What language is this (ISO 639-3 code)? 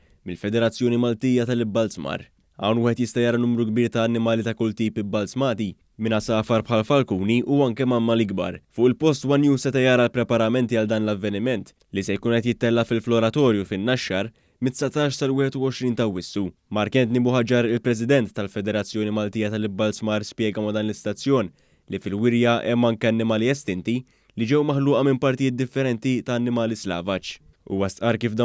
mlt